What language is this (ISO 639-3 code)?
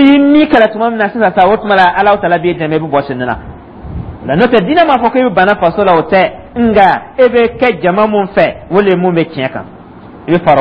dyu